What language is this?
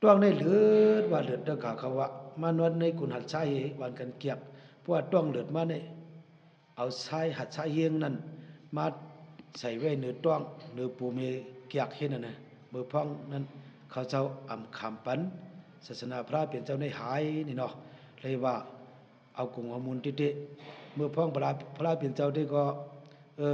Shan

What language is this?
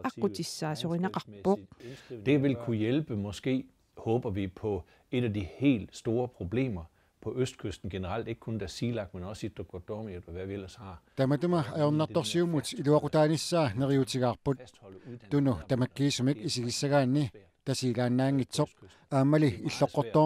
Kalaallisut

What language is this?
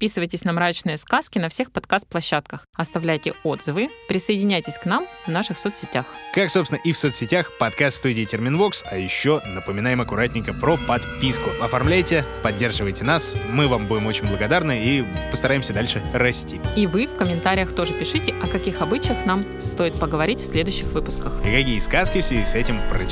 Russian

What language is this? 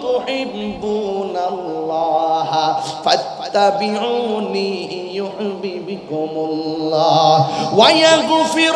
Bangla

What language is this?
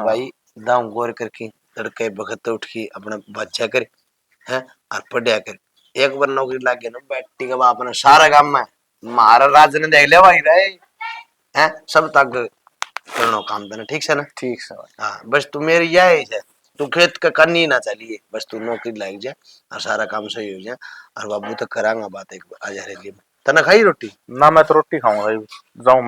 Haryanvi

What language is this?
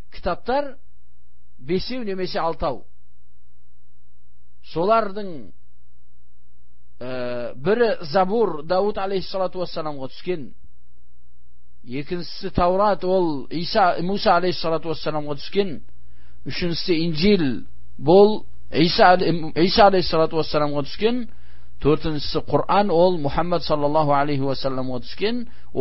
Kazakh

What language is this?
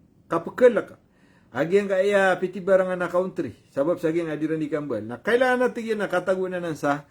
Maranao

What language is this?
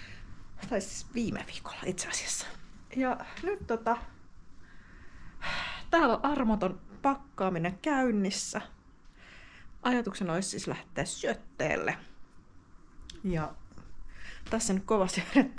Finnish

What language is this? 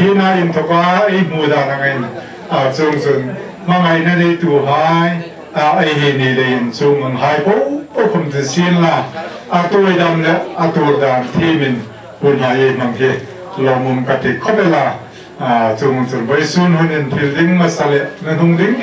Hmar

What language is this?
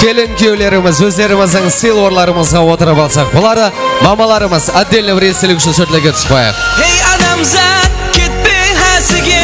Kara-Kalpak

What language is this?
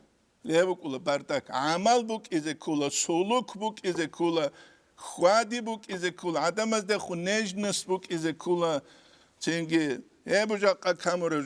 Avaric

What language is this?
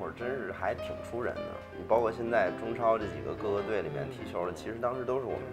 Chinese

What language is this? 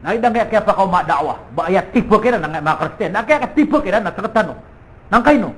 Maranao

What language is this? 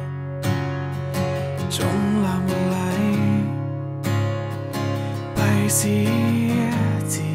Thai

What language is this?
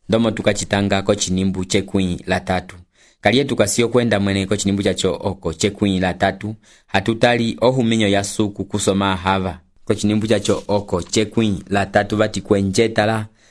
Umbundu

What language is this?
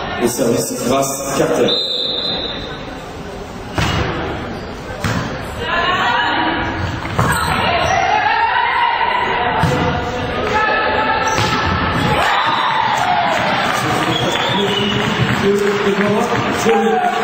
French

